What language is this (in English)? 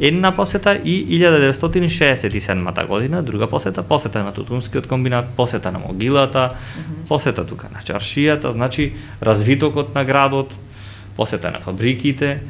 Macedonian